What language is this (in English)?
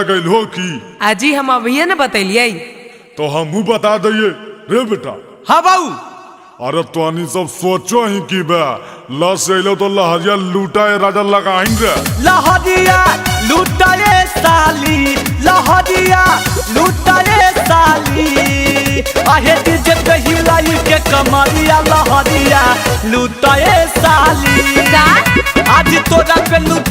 Magahi